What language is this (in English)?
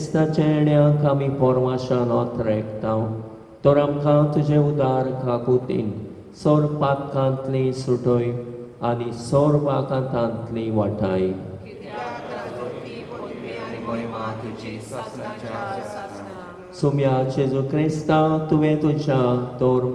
Konkani